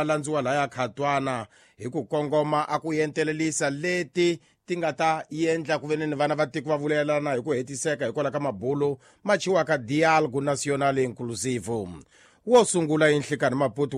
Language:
Tsonga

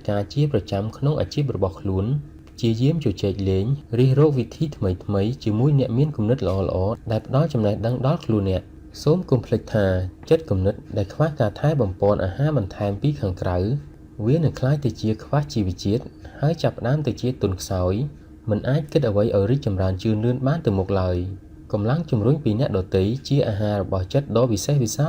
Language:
Khmer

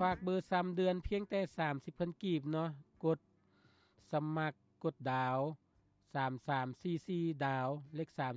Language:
Lao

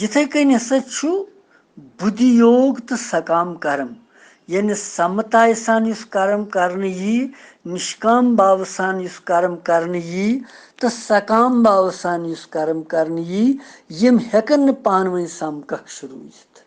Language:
Kashmiri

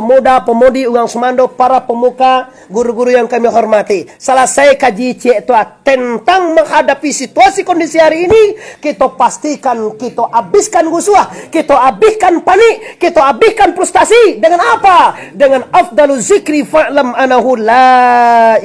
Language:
Minangkabau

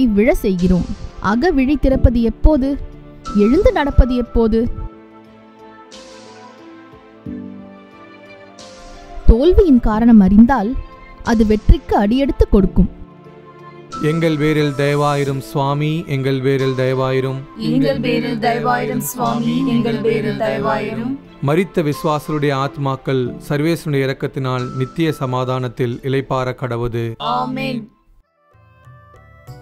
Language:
Tamil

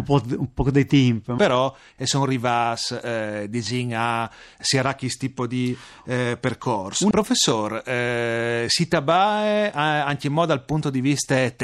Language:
Friulian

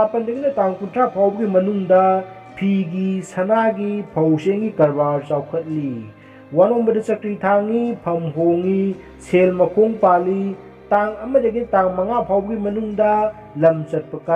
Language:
Manipuri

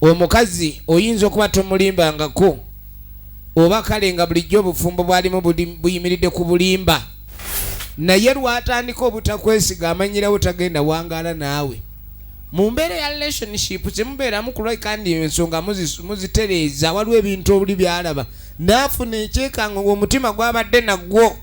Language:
Ganda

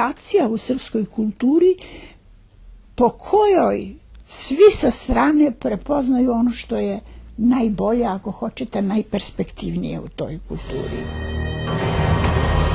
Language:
Serbian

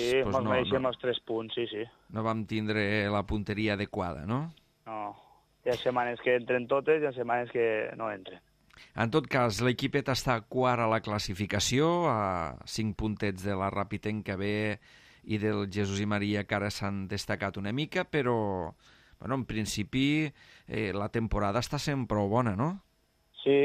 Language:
Catalan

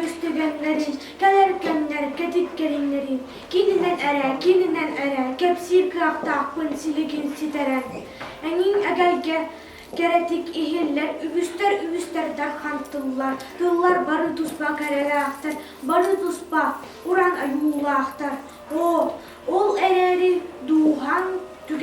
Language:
Yakut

